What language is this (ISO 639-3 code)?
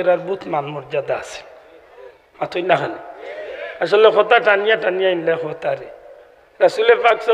syl